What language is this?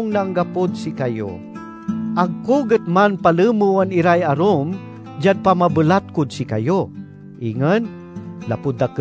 Pangasinan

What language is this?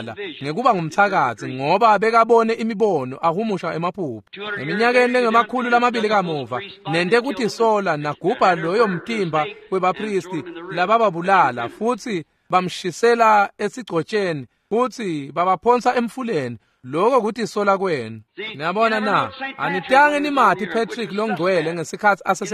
Swati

